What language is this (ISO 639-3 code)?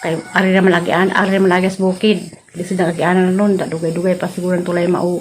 ceb